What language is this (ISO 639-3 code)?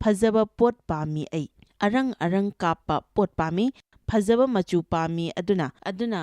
mni